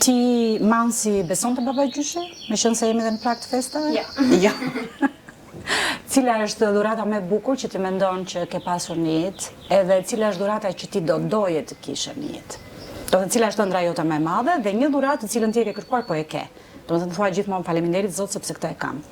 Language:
Albanian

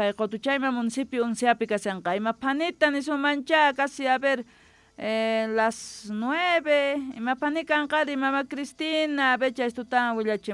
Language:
Quechua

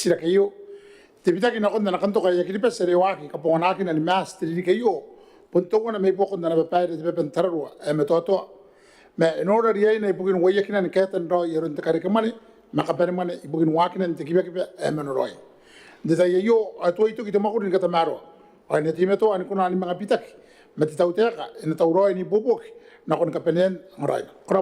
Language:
Gilbertese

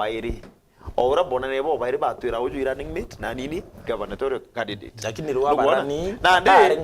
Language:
Meru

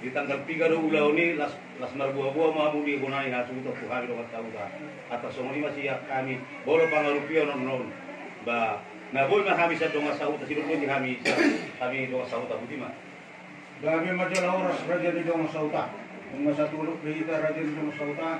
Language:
Batak Toba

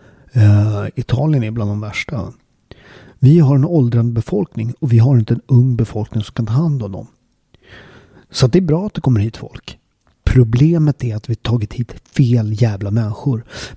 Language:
Swedish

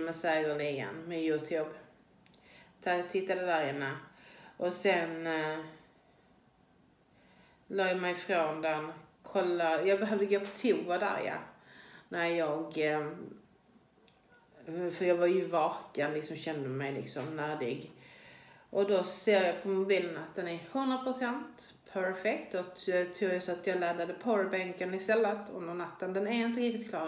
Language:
Swedish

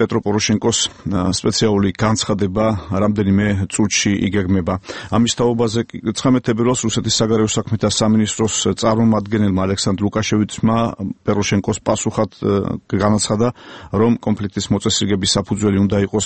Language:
Georgian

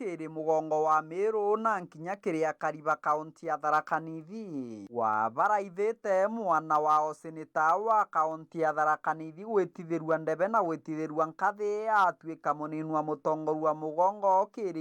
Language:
Meru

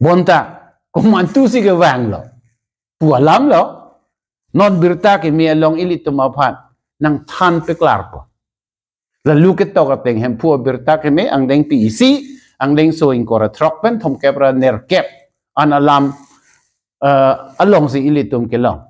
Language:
Karbi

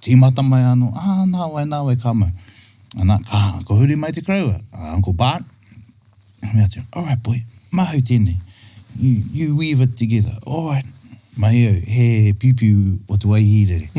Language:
Māori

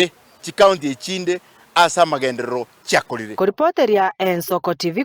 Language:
Gusii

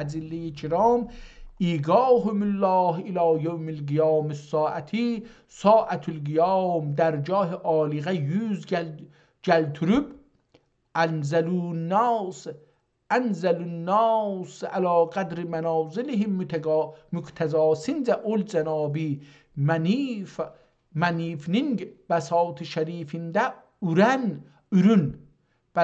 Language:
South Azerbaijani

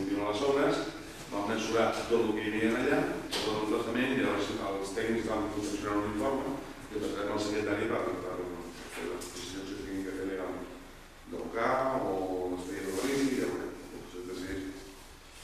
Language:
Catalan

